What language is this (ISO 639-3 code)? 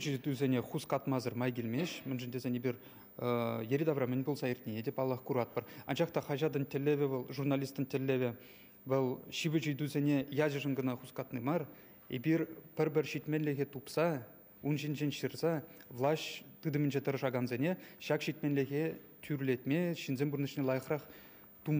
chv